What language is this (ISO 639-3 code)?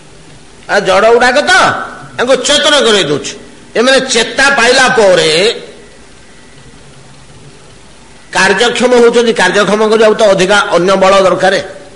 ori